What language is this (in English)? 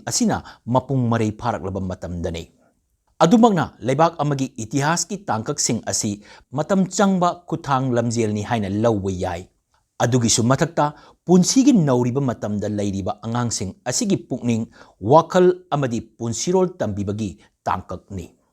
Manipuri